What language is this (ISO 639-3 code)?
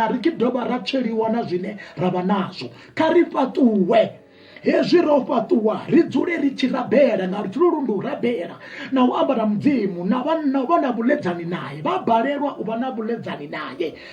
ven